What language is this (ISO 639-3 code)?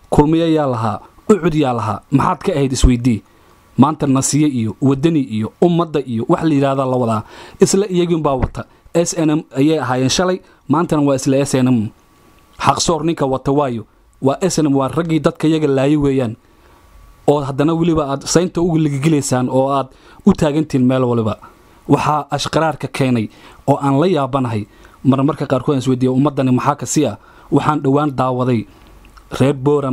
som